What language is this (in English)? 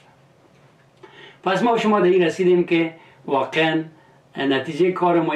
Persian